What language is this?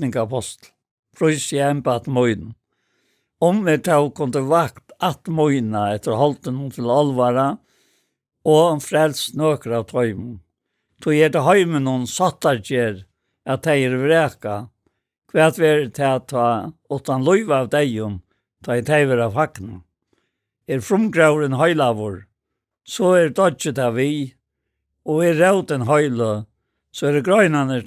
Faroese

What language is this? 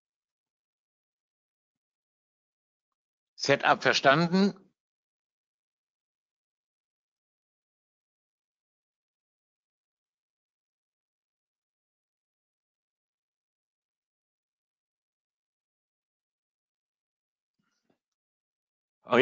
German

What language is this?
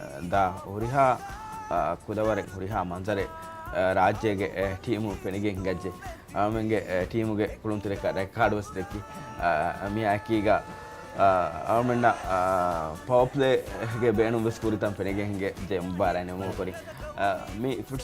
Divehi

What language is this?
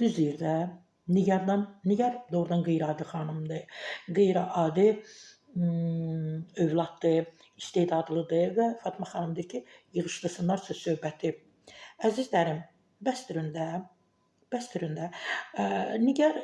Azerbaijani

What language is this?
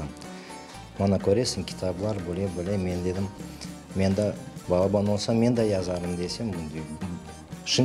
Crimean Tatar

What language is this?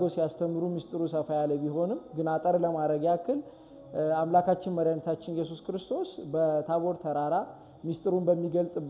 Amharic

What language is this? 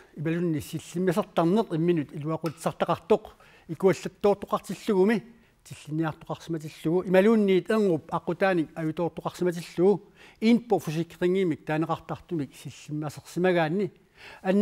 Kalaallisut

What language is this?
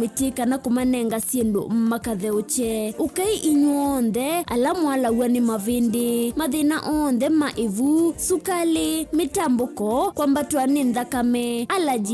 Kamba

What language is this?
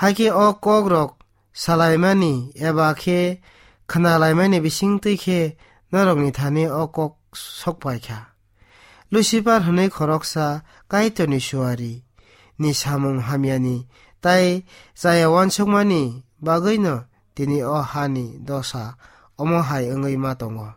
Kok Borok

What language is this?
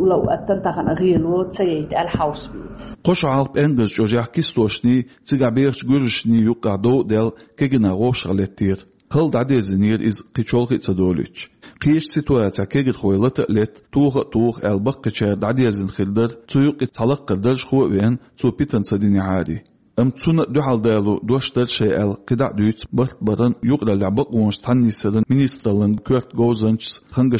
Chechen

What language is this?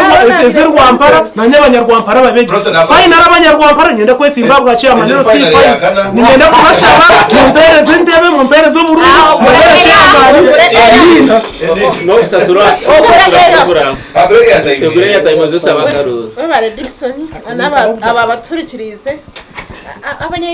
Nyankole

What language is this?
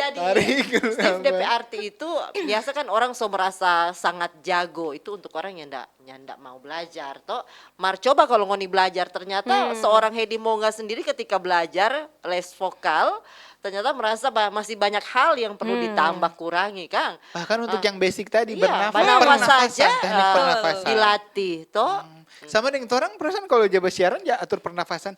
Manado Malay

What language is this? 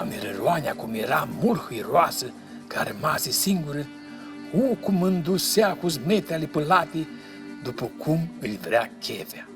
Aromanian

